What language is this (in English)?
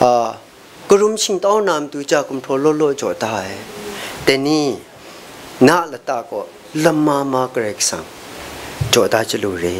Kachin